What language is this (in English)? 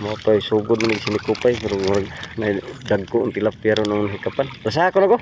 Cebuano